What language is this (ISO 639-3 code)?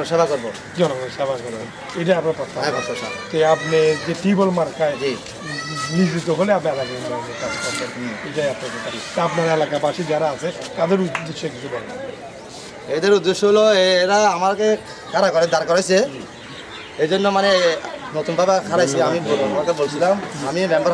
ben